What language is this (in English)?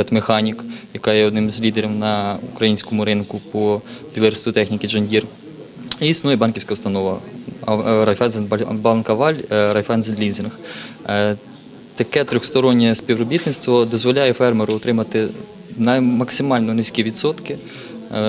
Ukrainian